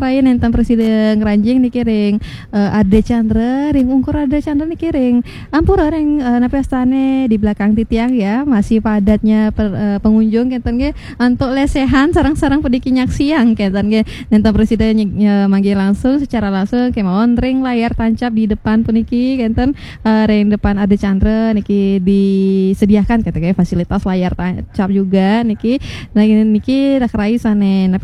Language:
Balinese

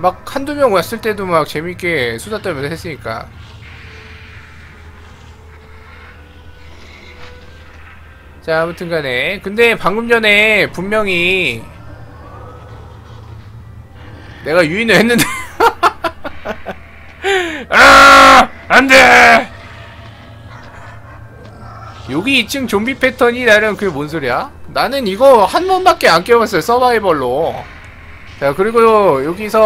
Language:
Korean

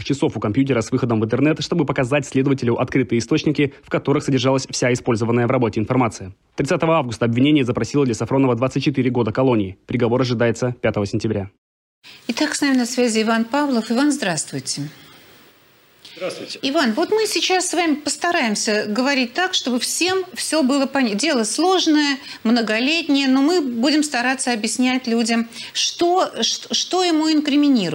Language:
Russian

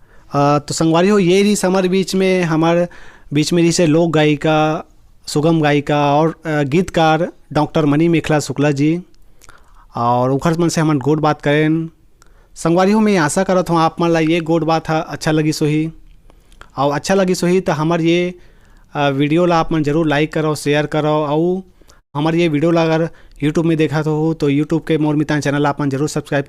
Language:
Chhattisgarhi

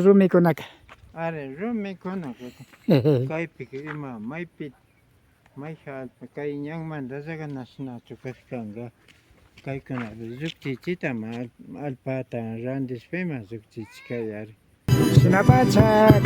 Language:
Imbabura Highland Quichua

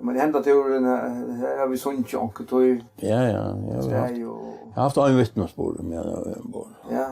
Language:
Faroese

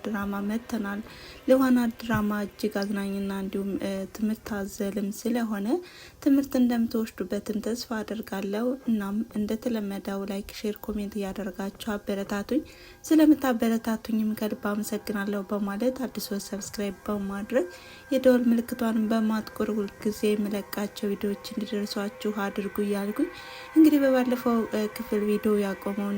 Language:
Amharic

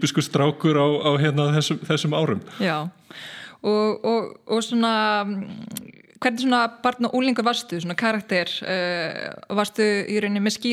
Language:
Icelandic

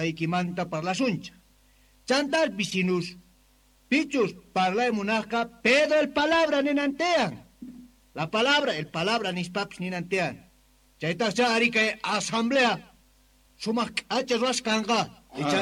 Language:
Quechua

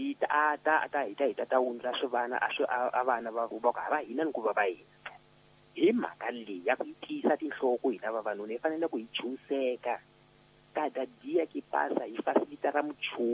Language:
Tsonga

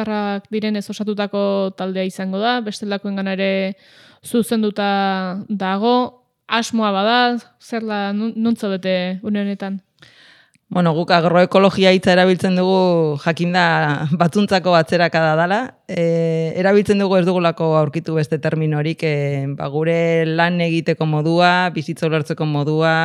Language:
Basque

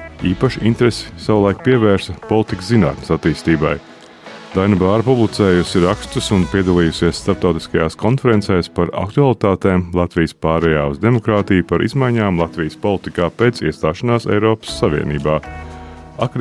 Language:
Latvian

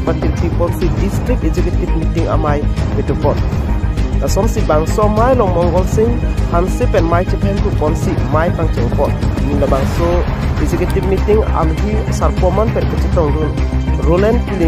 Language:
Karbi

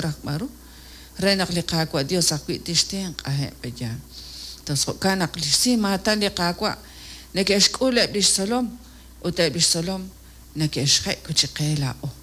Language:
Kekchí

